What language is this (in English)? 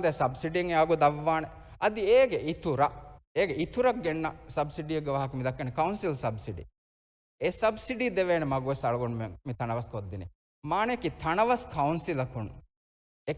Divehi